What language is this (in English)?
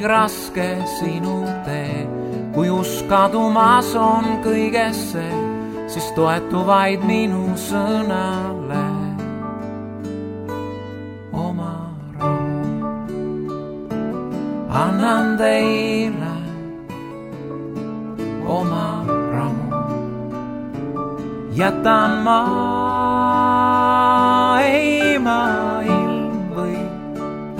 Estonian